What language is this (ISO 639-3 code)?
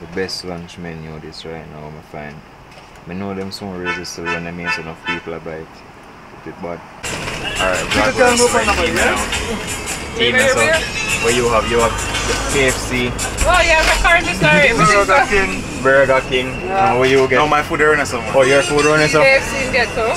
jam